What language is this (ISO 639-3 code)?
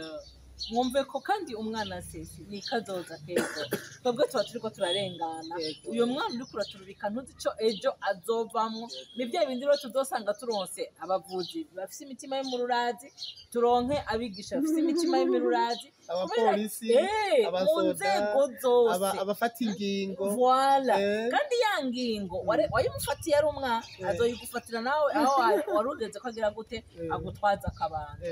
run